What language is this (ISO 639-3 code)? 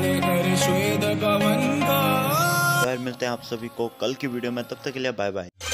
hin